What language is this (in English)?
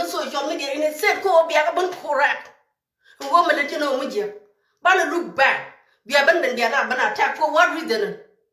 Nuer